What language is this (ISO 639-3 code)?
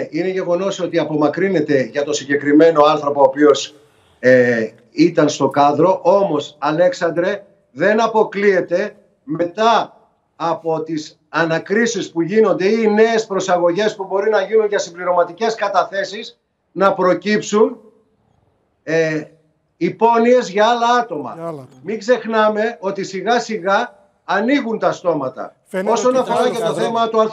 ell